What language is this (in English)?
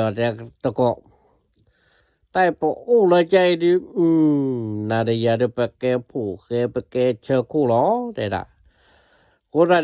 S'gaw Karen